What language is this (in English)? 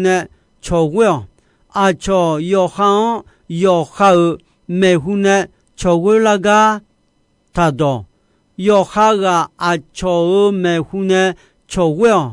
Akha